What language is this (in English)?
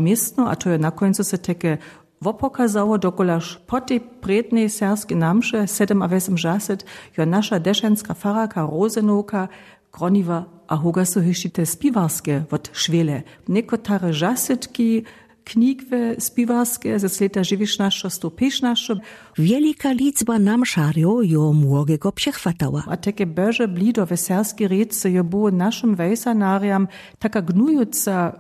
Lower Sorbian